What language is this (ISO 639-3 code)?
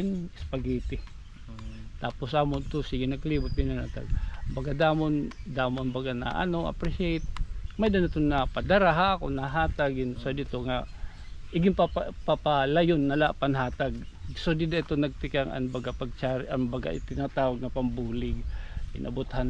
war